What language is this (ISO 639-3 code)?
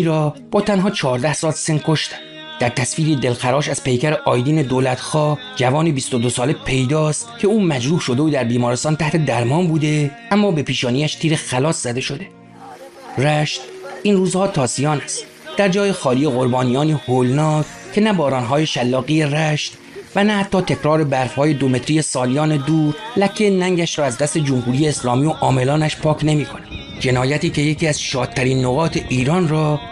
fas